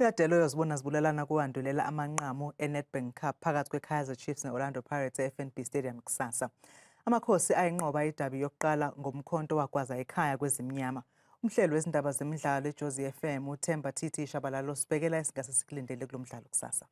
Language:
Zulu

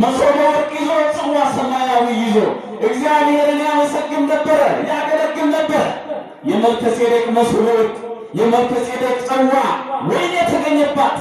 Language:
Amharic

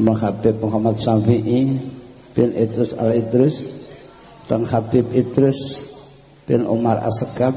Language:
Javanese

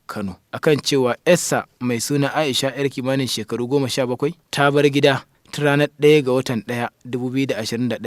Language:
Hausa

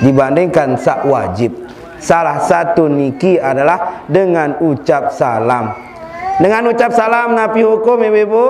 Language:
Sasak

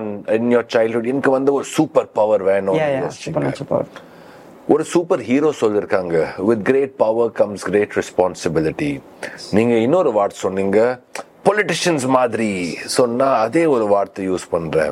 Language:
Tamil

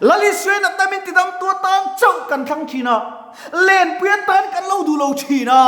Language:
Mizo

